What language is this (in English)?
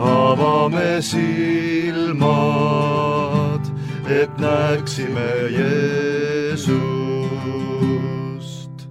Estonian